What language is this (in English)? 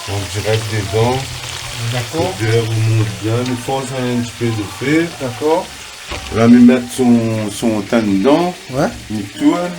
Réunion Creole French